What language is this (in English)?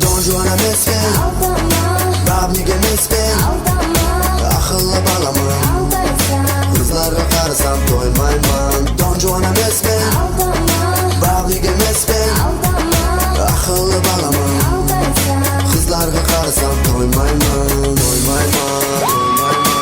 Kara-Kalpak